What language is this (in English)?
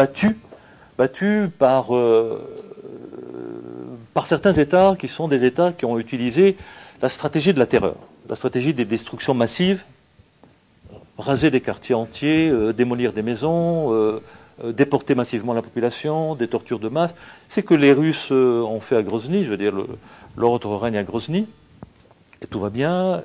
French